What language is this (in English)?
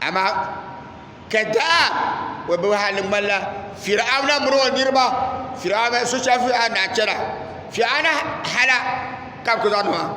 Dagbani